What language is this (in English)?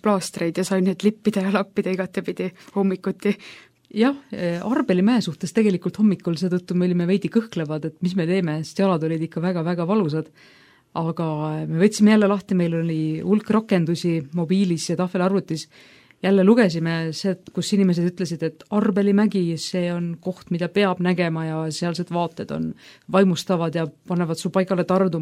Estonian